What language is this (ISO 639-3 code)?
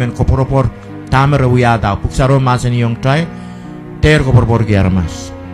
pon